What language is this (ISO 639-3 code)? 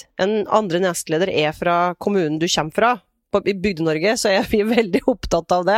nor